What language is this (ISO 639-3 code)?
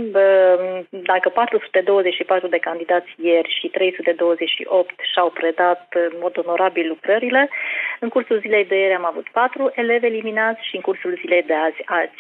ron